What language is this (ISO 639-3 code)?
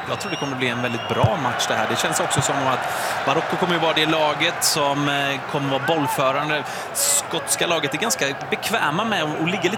swe